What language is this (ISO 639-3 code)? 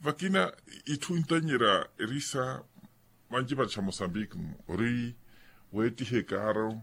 vmw